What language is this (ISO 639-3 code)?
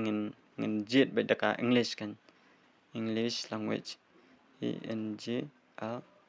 kha